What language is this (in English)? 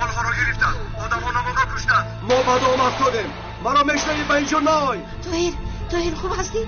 Tajik